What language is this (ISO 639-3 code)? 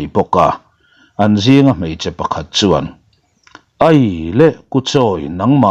lus